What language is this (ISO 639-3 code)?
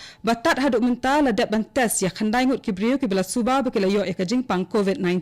kha